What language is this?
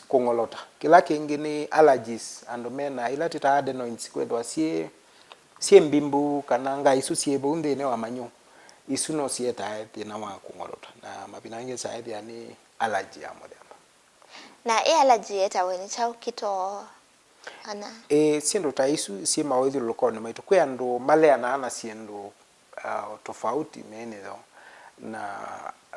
Kamba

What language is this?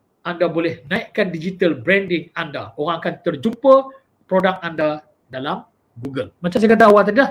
Malay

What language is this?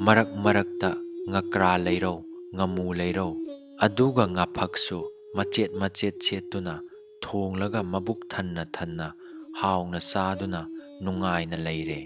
Manipuri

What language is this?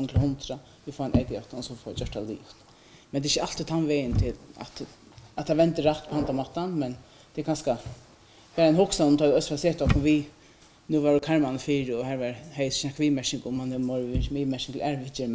Faroese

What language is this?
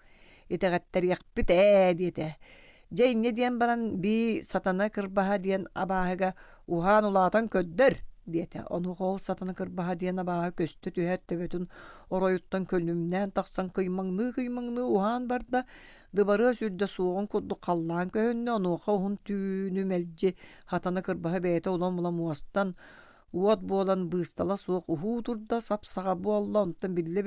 Yakut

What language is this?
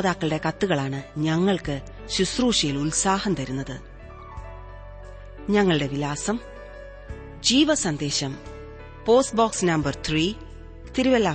Malayalam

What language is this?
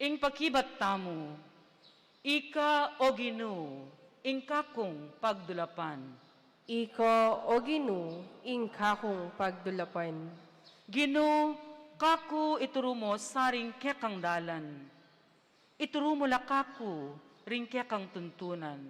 Pampanga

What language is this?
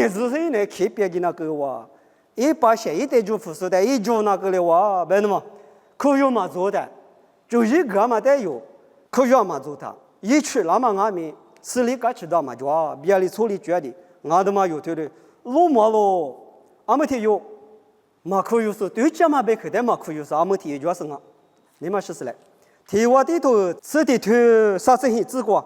Lisu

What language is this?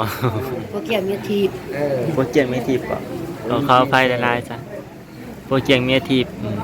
Northeastern Thai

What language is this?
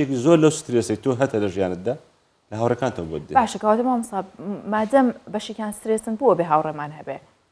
Central Kurdish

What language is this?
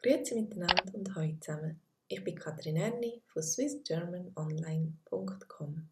Swiss German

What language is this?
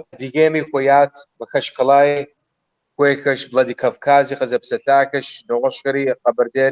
Kabardian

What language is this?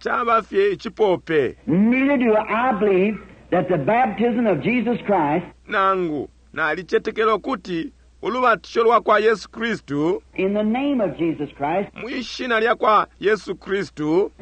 Bemba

